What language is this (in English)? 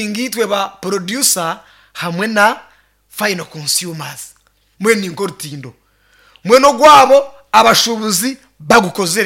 Nyankole